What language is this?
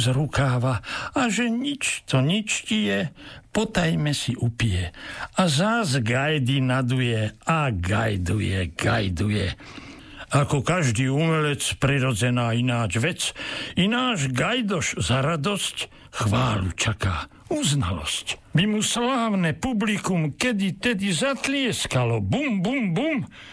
Slovak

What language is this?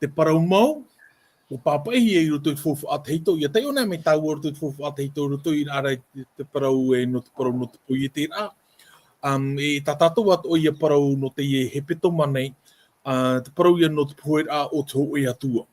Tahitian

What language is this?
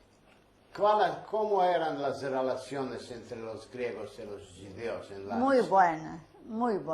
Ladino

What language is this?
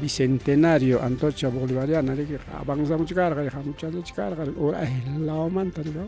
Ayacucho Quechua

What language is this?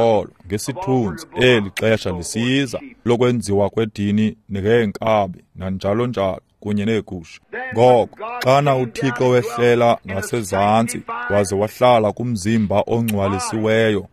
Xhosa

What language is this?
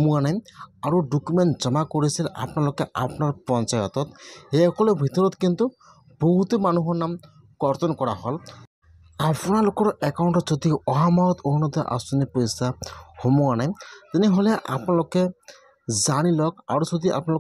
Assamese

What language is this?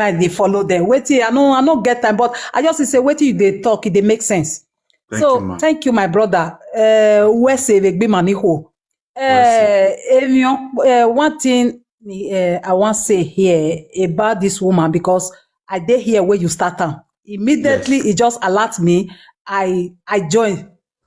Nigerian Pidgin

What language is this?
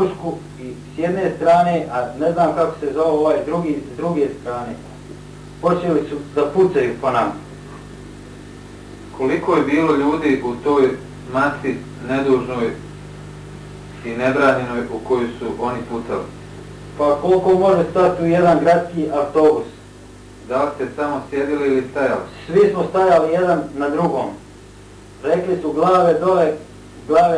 Bosnian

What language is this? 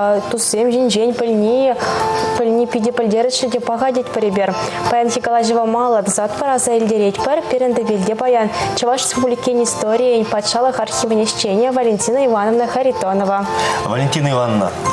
Chuvash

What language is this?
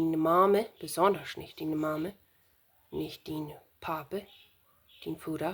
Plautdietsch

